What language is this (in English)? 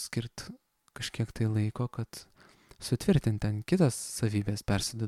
Lithuanian